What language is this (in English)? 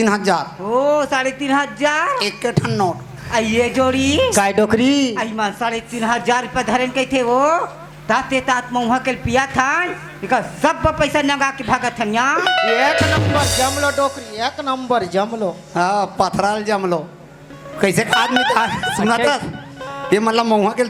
Chhattisgarhi